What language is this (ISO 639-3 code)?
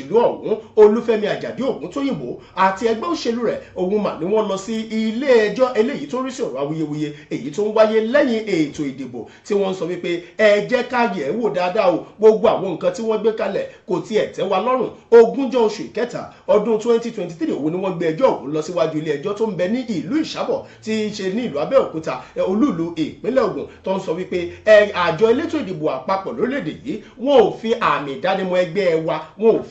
yor